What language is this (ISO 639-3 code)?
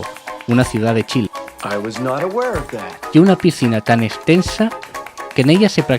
ast